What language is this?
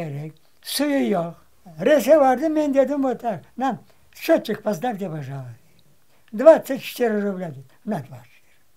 Crimean Tatar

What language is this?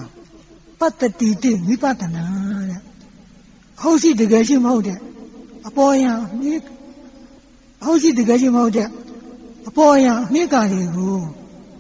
Burmese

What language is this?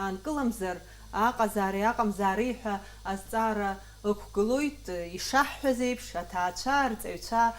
Abkhazian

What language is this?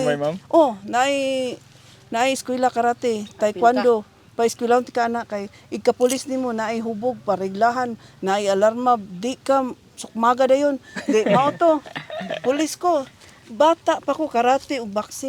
Cebuano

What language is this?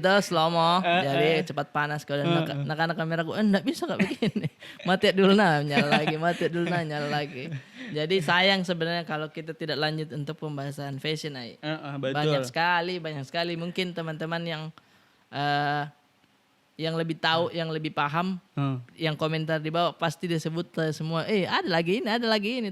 Makassar Malay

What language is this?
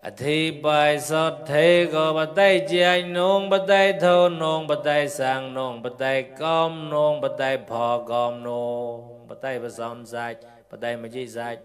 Mon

